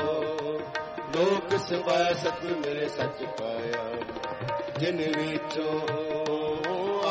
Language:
Punjabi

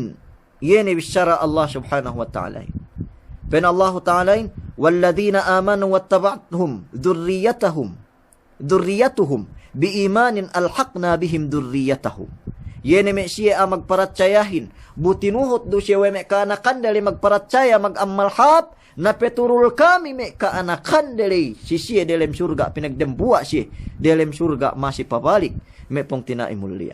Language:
Yakan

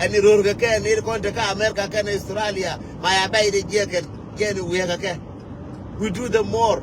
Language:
Nuer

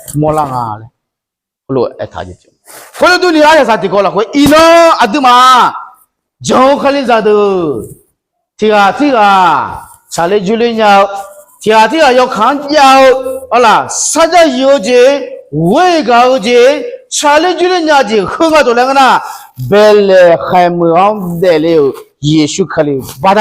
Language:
Akha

